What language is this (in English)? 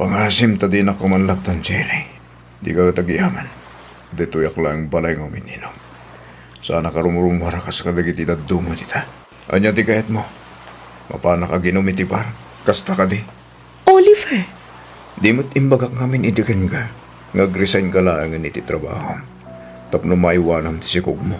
Iloko